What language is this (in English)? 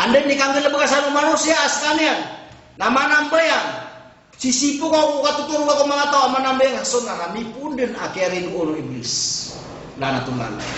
Maranao